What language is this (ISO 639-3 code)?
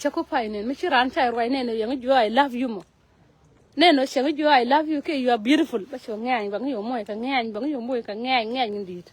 nus